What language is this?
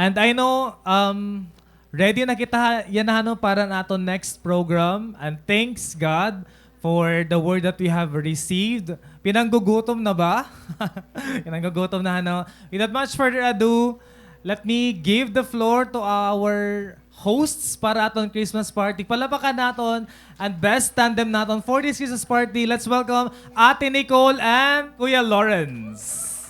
Waray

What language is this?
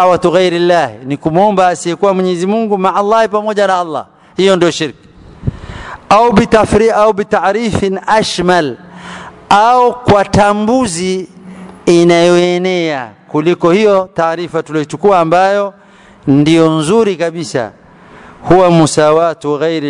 Swahili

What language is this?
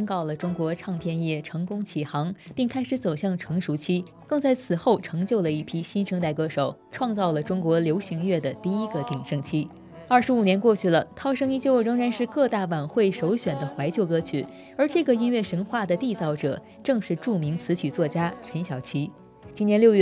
Chinese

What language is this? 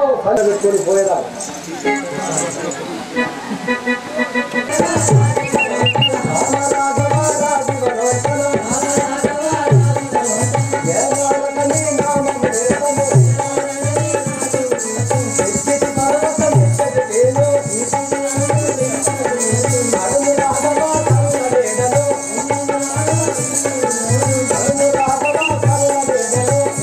Telugu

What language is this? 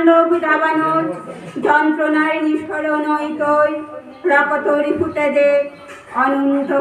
Bishnupriya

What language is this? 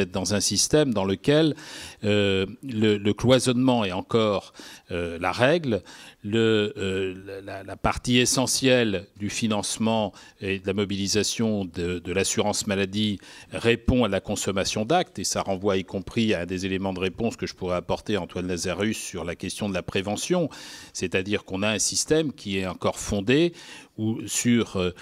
French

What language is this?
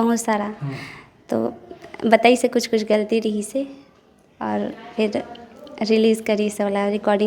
Chhattisgarhi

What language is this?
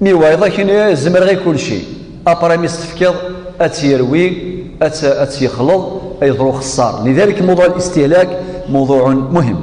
Kabyle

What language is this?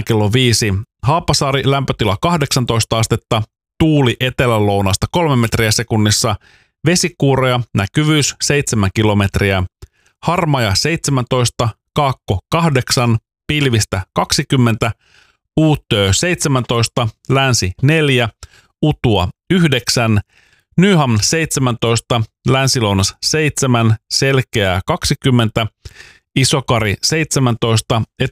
Finnish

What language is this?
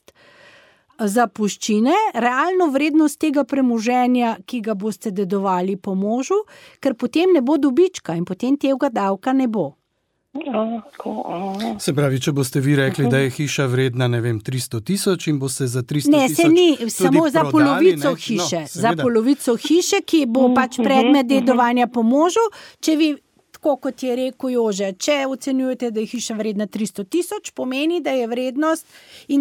Slovenian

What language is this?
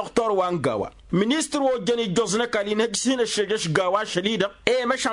Tamasheq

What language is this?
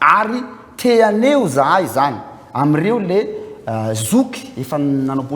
Malagasy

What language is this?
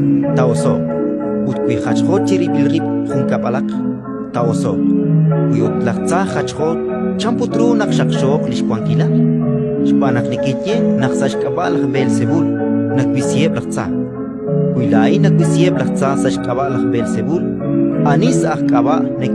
Kekchí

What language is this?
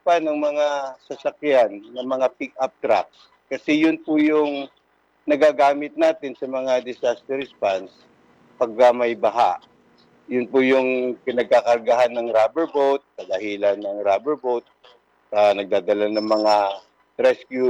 Filipino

